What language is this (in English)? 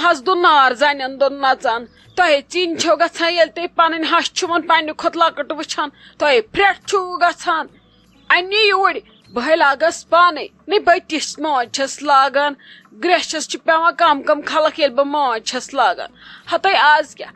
Kashmiri